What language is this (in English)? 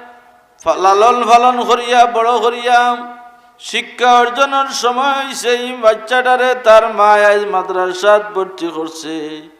Sylheti